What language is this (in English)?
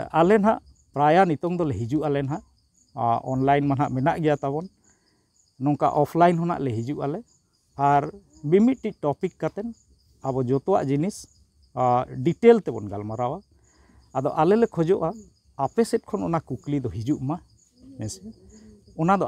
Santali